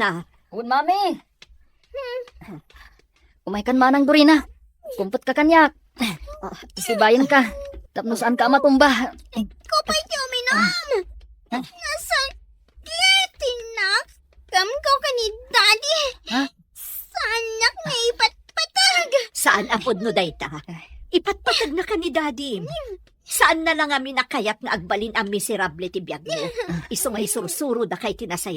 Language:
Iloko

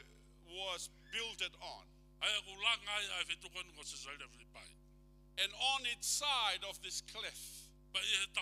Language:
Tongan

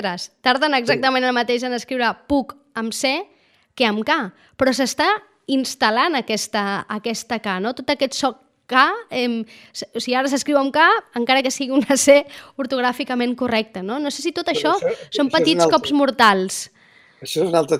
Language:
Catalan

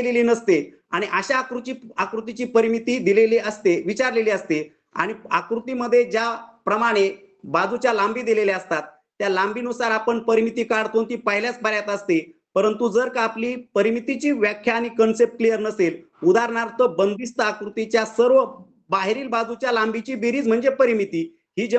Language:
Marathi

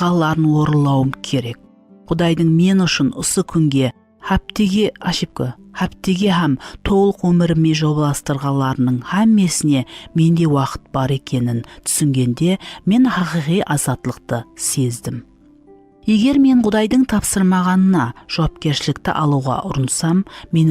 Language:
Kara-Kalpak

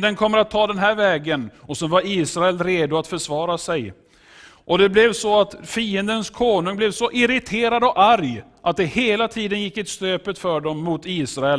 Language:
Swedish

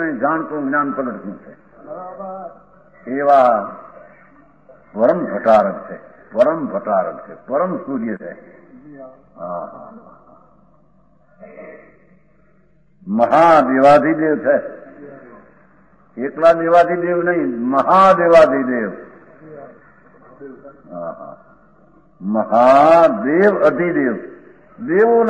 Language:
Gujarati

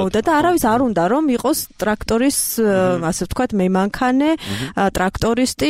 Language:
Georgian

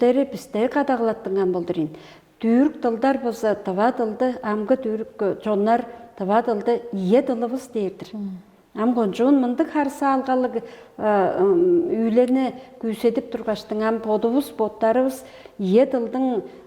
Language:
Tuvinian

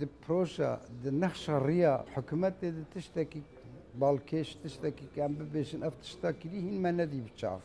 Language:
Kurdish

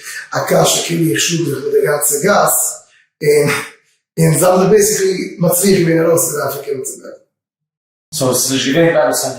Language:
Yiddish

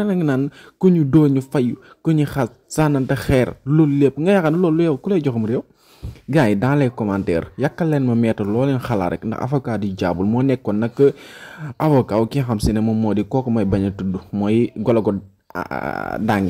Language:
Wolof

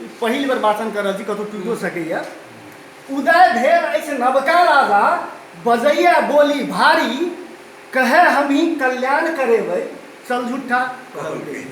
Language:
Maithili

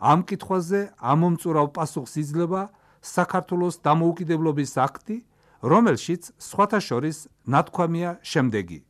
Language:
Georgian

